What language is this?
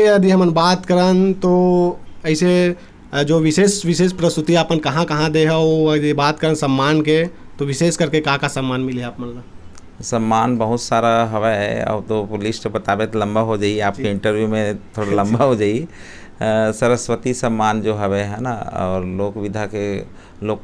Chhattisgarhi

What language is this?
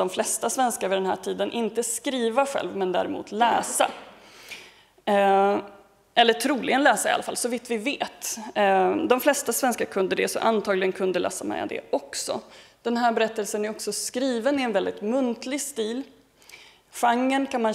Swedish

